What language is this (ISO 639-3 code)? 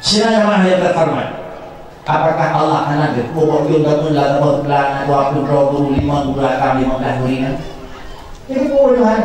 ace